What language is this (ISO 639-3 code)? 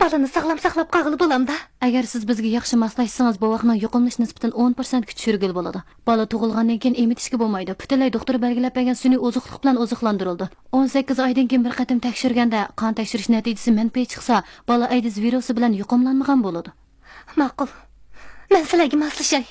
uig